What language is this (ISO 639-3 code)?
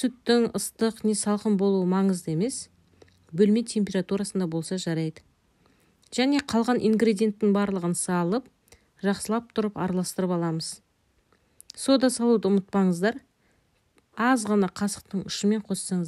kaz